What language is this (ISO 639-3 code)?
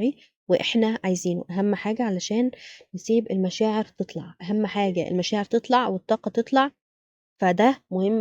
arz